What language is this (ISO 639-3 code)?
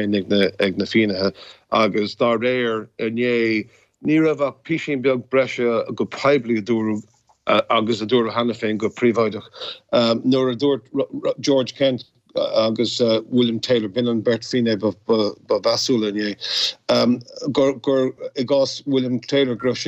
gle